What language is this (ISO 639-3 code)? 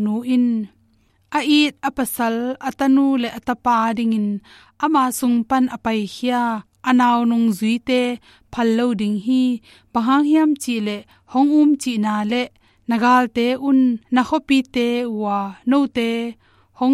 ctd